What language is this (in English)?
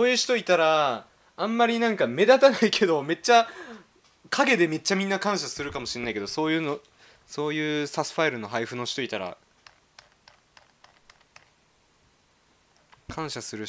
Japanese